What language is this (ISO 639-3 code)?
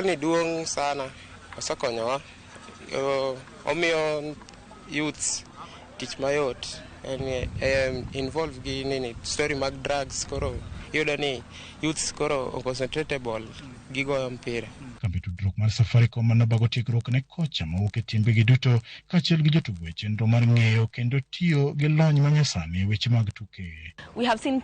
luo